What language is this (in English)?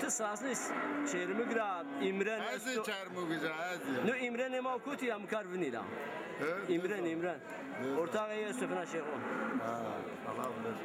Zaza